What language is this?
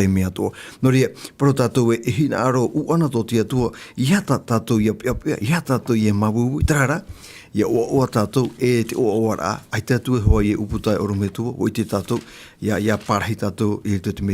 Tahitian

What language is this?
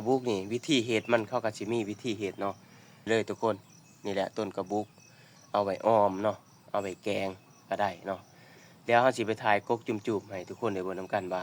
Lao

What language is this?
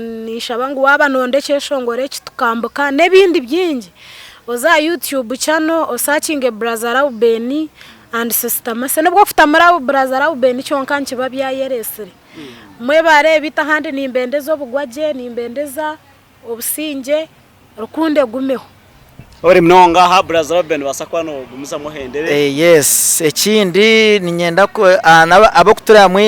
Nyankole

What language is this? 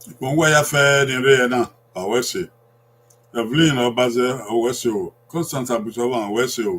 Bini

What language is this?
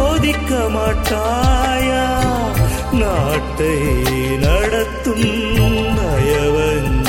Tamil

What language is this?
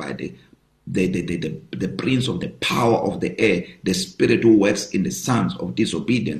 English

